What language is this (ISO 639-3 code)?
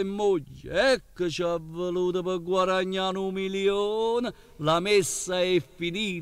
nap